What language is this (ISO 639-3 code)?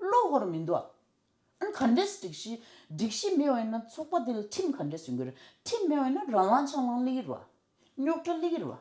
bod